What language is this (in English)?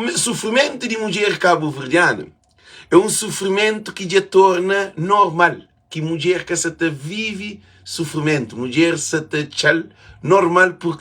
Kabuverdianu